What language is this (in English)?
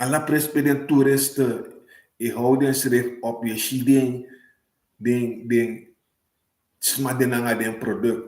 Sranan Tongo